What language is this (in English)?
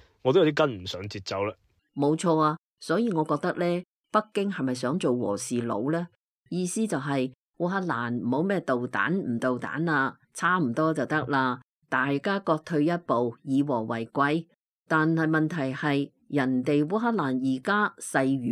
Cantonese